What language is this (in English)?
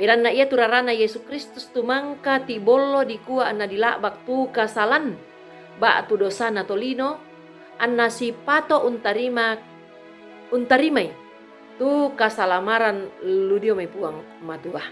Toraja-Sa'dan